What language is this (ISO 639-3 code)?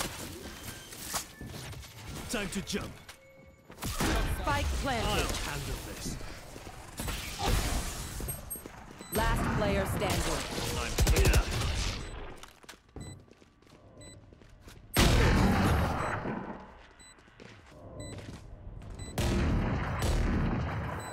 eng